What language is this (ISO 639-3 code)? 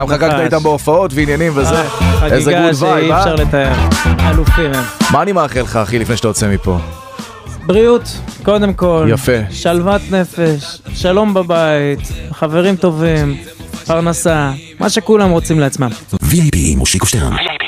heb